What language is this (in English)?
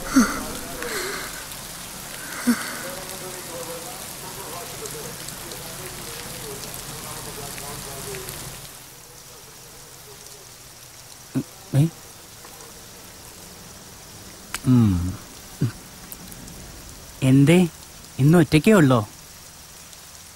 Malayalam